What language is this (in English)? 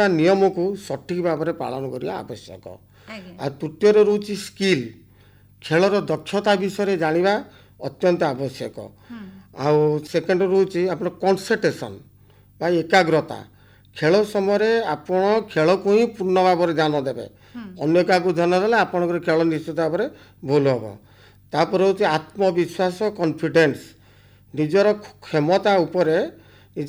Odia